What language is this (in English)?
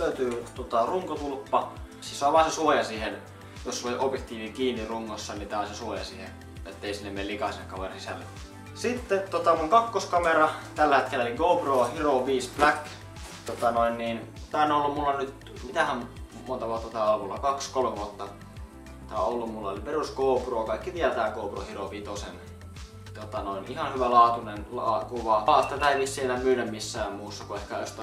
Finnish